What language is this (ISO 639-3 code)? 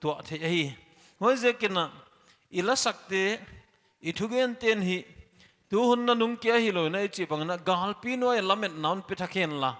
pck